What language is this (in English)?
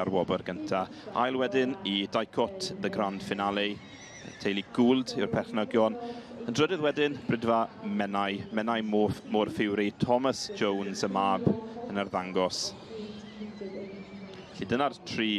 Welsh